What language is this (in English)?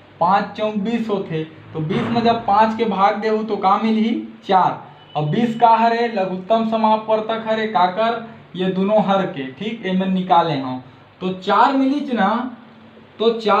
Chhattisgarhi